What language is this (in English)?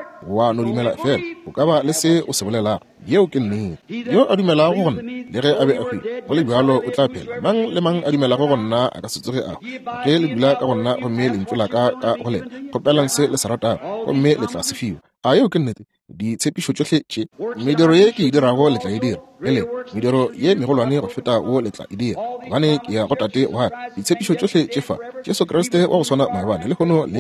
Northern Sotho